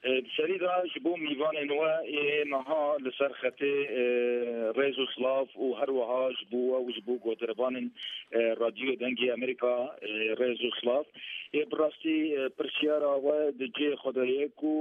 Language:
Kurdish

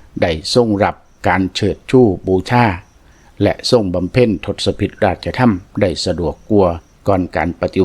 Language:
Lao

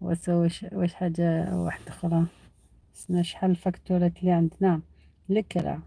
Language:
Algerian Arabic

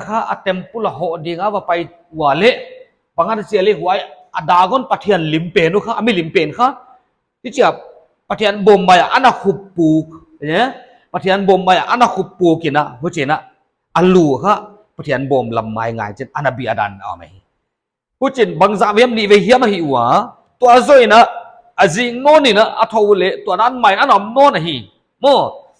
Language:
Paite Chin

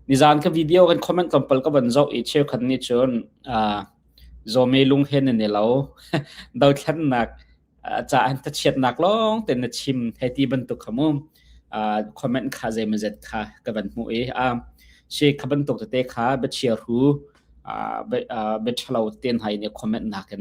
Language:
Hakha Chin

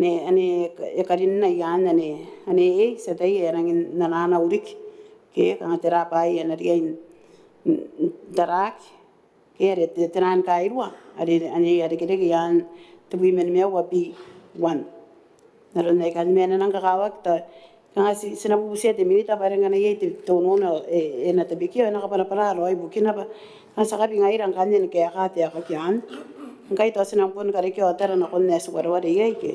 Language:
Gilbertese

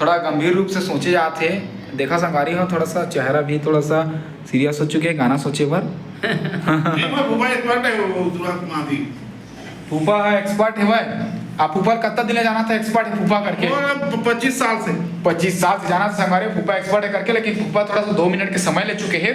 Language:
Chhattisgarhi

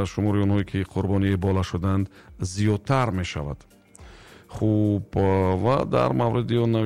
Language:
Tajik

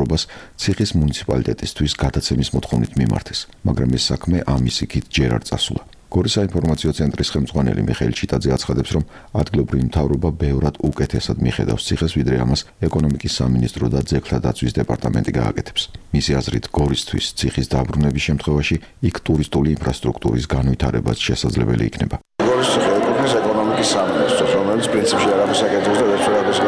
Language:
Georgian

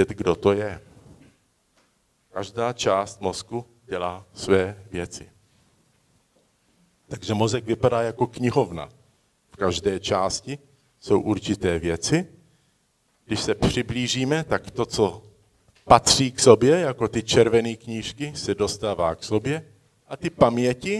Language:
Czech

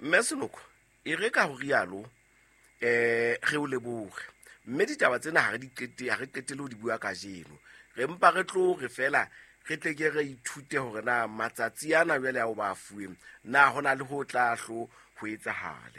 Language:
Southern Sotho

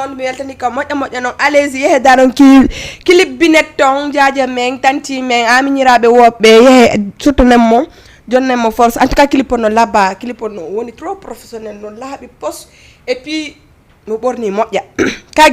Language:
Fula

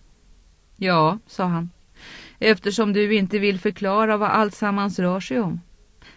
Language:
Swedish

